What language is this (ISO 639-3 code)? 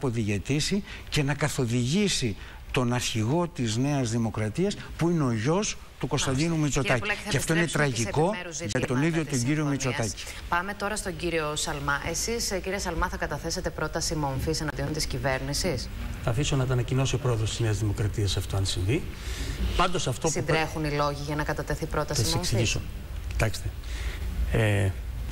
ell